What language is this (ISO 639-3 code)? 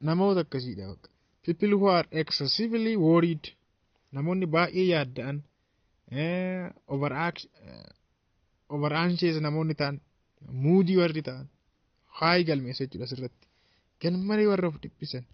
orm